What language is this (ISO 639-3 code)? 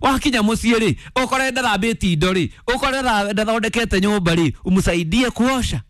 kik